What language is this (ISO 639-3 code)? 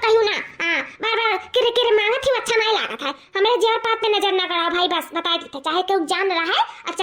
awa